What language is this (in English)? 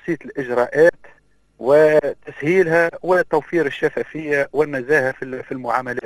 Arabic